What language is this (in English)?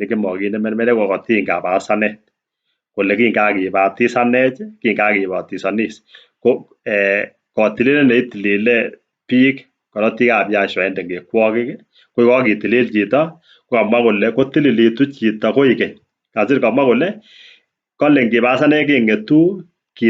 Kalenjin